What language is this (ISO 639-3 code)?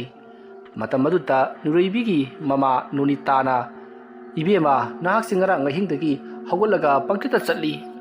mni